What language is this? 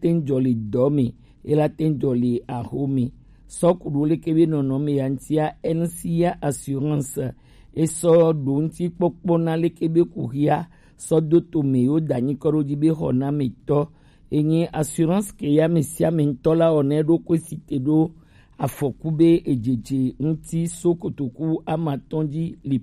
Gen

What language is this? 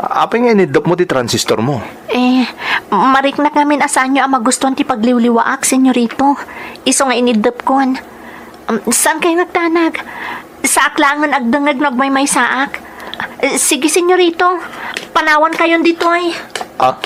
Iloko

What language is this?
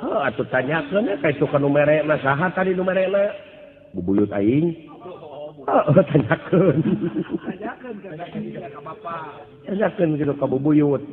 Sundanese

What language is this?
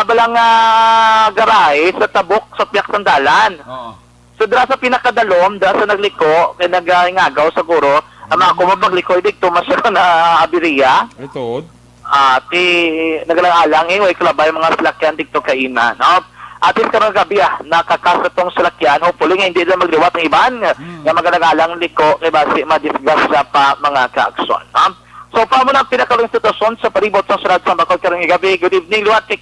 Hiligaynon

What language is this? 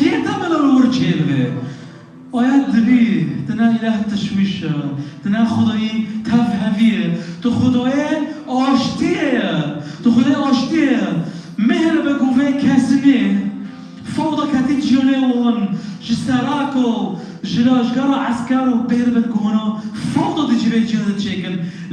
Kurdish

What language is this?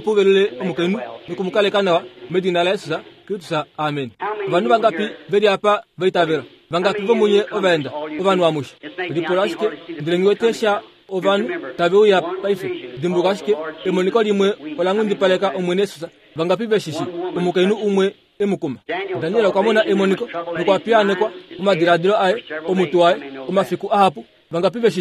Kuanyama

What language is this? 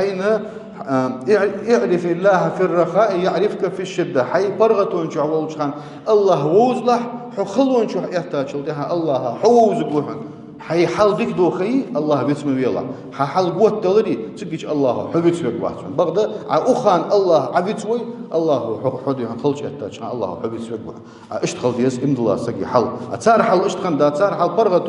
Ingush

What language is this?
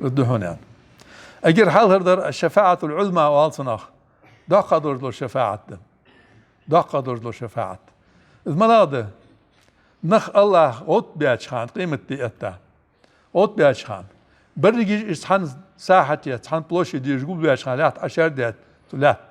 Ingush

